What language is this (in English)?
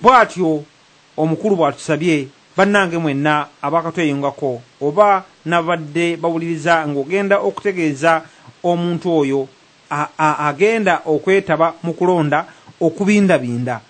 Ganda